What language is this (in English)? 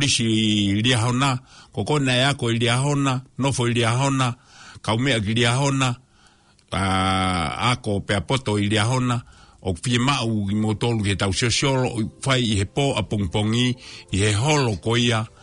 Tongan